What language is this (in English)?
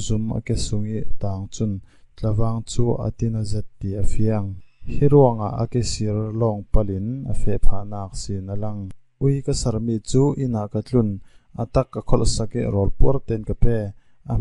Falam Chin